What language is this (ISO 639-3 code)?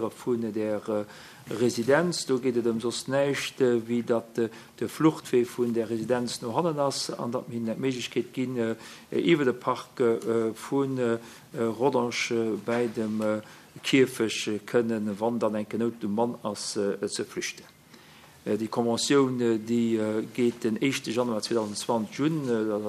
ltz